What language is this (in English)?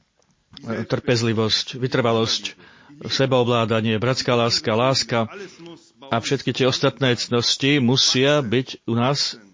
Slovak